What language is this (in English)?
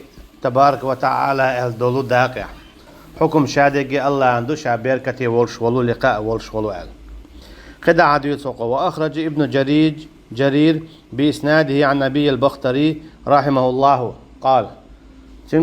Chechen